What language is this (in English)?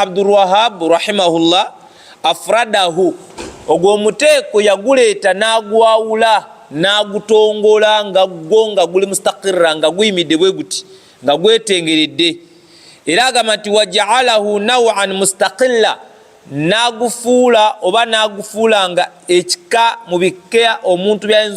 Ganda